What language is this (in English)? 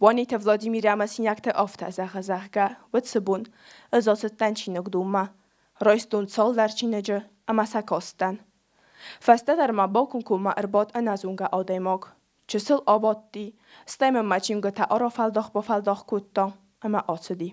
Ossetic